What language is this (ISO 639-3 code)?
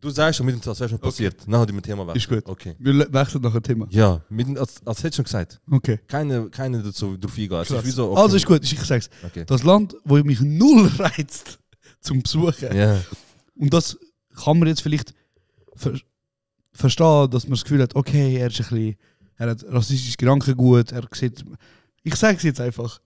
gsw